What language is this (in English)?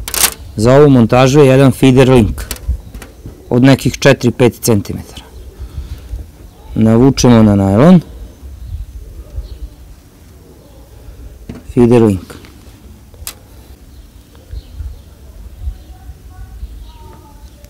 Serbian